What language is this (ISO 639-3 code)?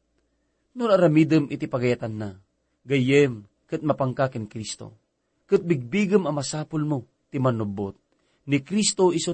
ilo